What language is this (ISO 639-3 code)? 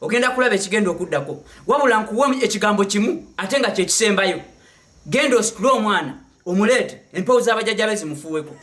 lug